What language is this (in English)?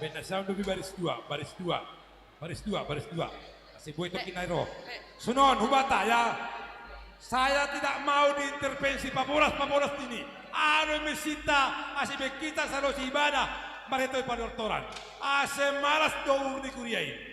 Batak Simalungun